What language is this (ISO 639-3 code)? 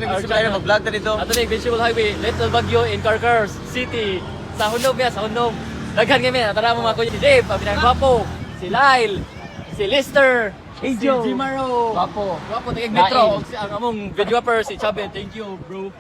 ceb